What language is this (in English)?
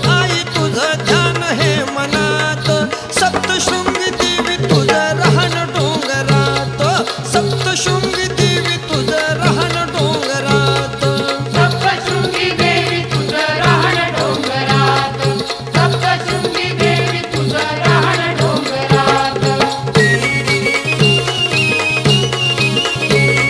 Marathi